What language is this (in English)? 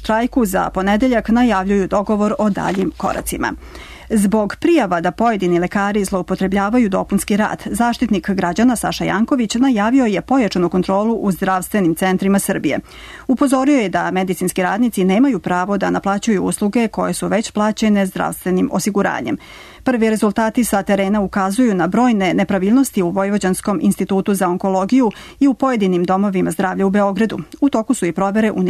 Serbian